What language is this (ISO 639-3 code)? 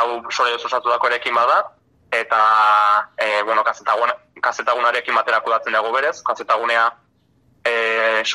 eus